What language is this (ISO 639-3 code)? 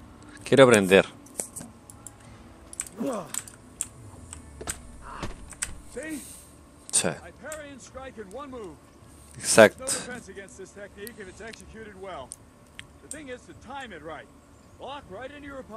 spa